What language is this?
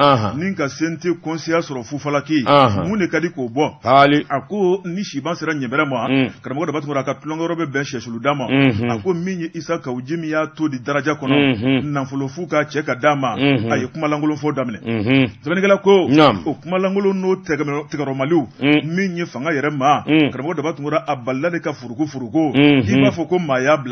Bambara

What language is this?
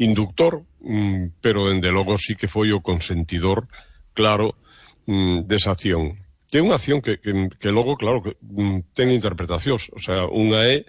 Galician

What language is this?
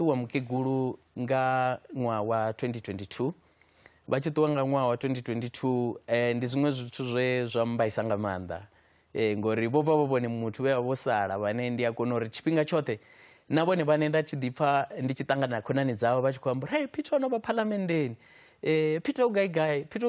Venda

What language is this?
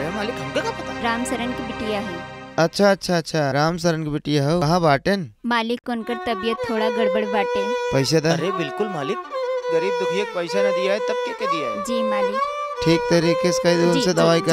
Bhojpuri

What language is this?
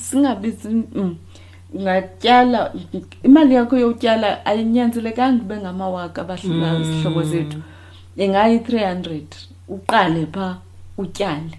Xhosa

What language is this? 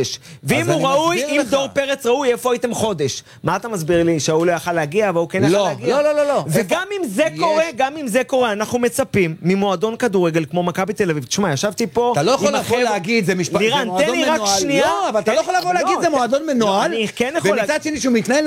Hebrew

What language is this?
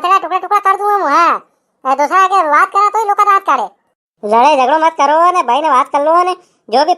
Rajasthani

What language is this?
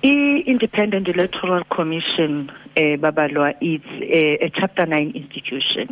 Xhosa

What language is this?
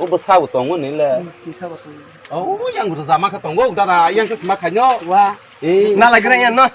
Kok Borok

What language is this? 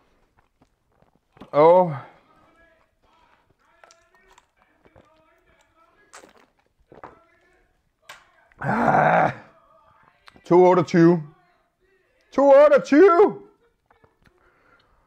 Danish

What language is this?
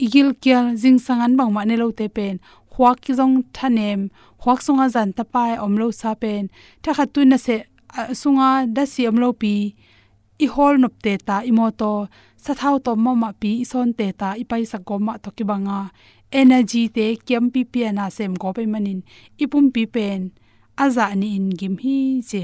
Tedim Chin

